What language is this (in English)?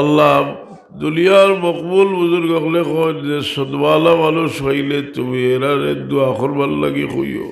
Sylheti